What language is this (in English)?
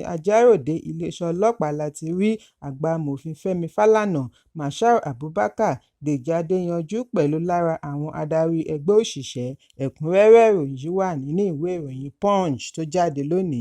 Yoruba